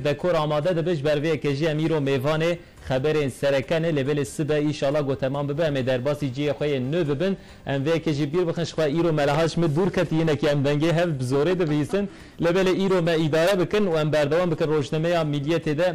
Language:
Kurdish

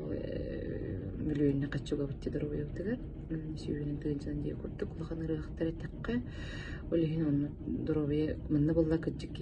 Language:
Yakut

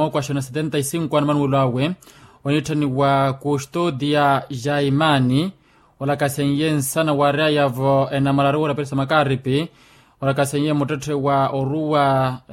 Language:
Makhuwa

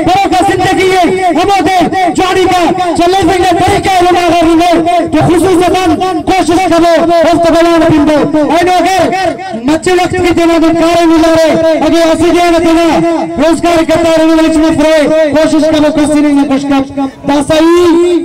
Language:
Brahui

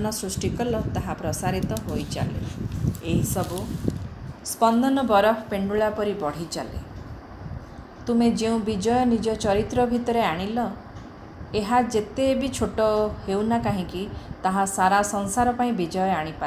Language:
Odia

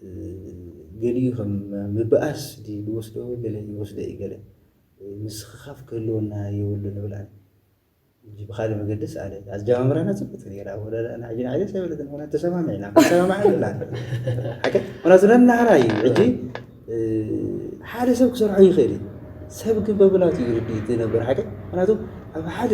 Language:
Tigrinya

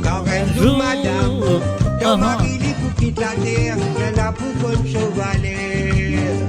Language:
Morisyen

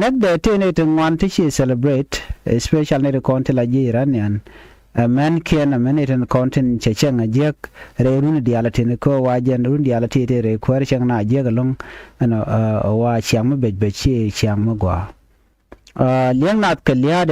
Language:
Nuer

